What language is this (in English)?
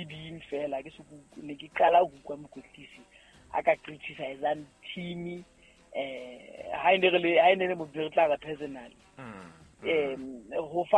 Southern Sotho